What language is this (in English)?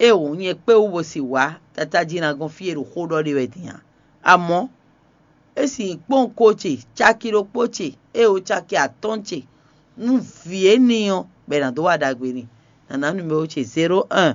Fon